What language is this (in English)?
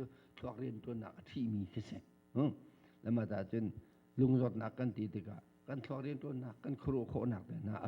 Hakha Chin